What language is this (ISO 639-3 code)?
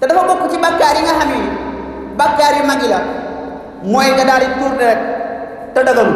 wol